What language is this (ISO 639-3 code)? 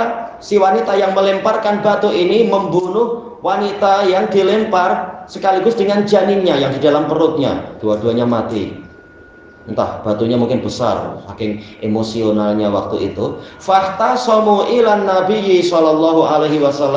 ind